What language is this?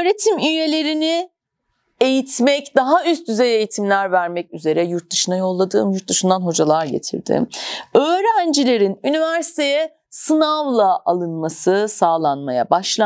Turkish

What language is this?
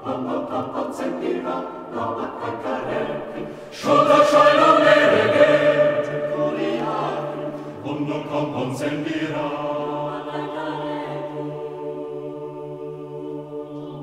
Basque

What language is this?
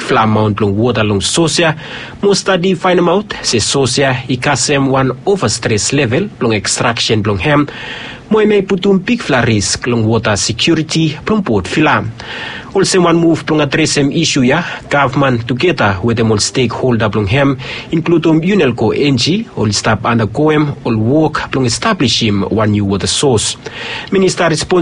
Bislama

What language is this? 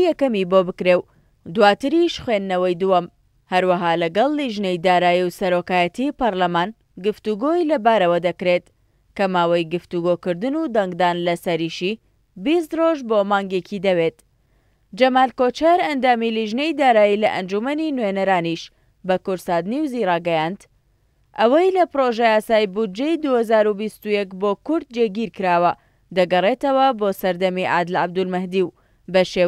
Central Kurdish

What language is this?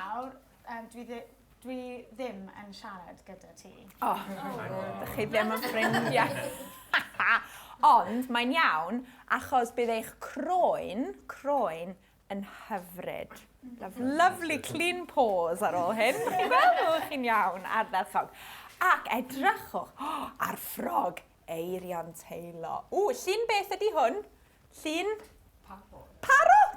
Welsh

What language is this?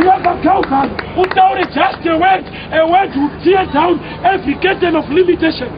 Shona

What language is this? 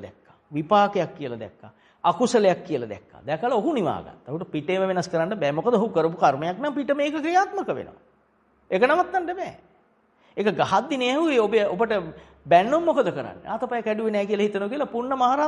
Sinhala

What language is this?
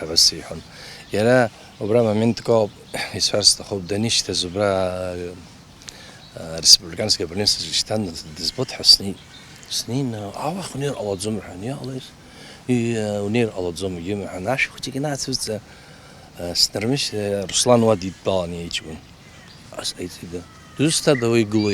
Abkhazian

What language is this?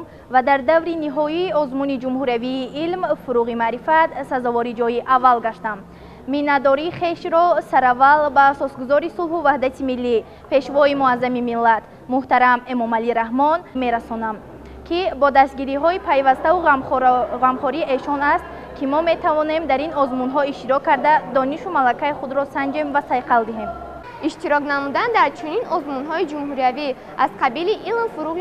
Tajik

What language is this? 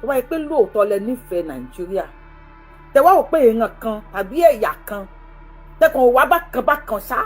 Yoruba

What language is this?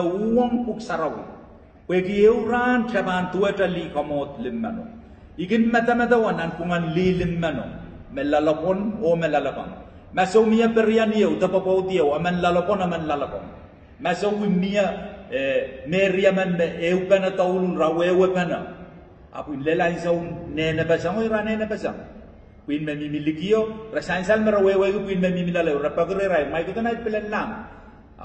Pohnpeian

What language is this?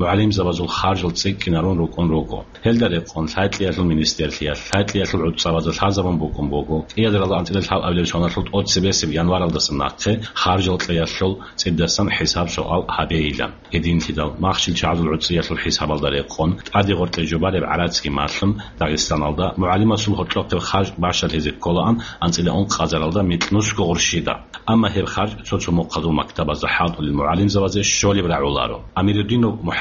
Avaric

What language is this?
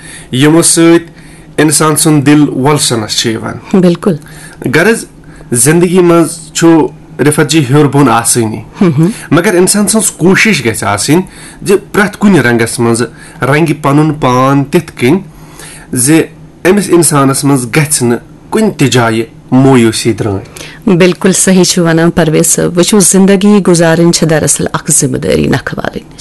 Kashmiri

